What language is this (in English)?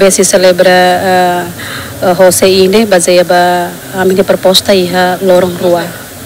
Tetum